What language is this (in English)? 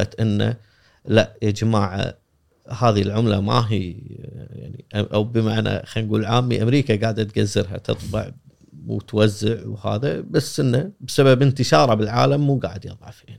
Gulf Arabic